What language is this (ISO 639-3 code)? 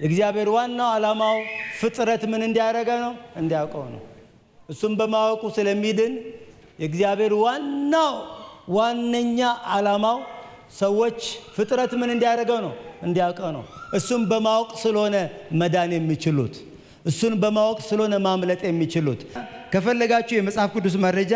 amh